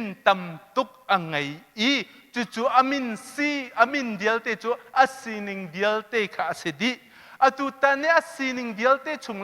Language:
Hakha Chin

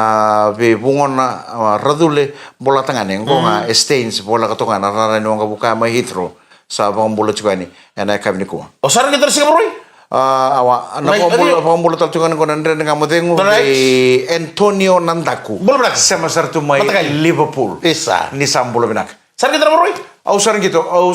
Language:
Fijian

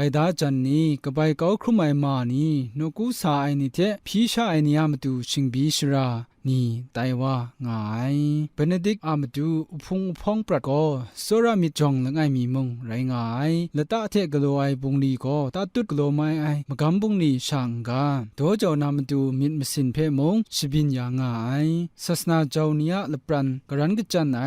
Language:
Kachin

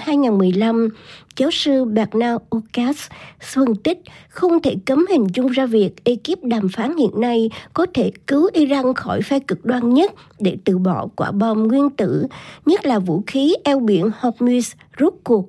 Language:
Vietnamese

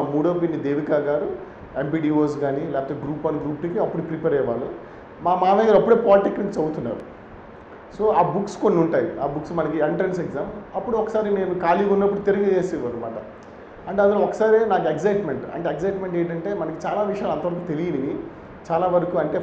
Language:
Telugu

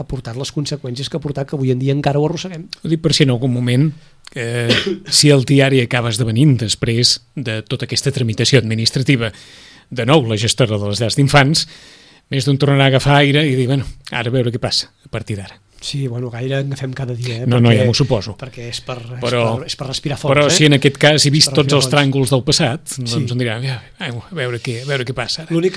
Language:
Catalan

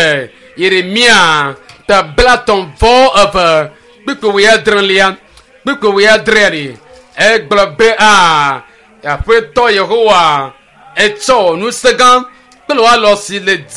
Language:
Ewe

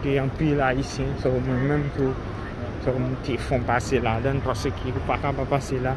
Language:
Haitian Creole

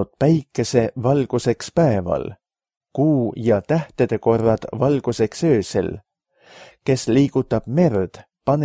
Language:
Estonian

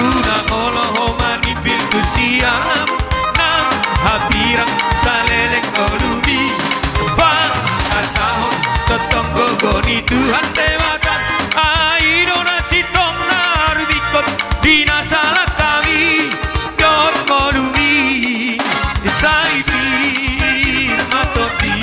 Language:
Batak Toba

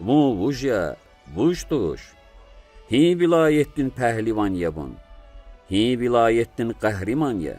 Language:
Lezghian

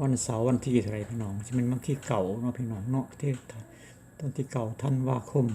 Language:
Lao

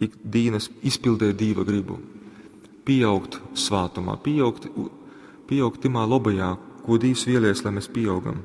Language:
Latgalian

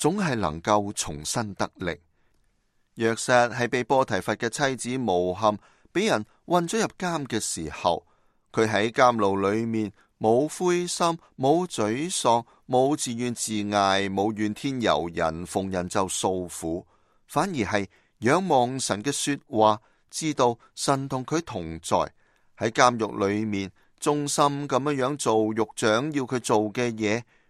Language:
Cantonese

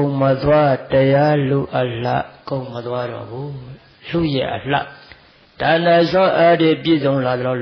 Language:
Burmese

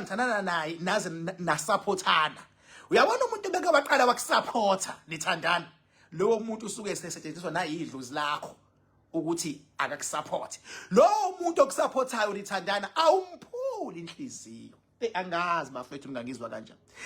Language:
Zulu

